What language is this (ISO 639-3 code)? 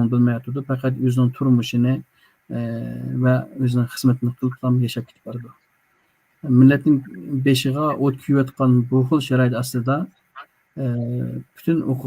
uig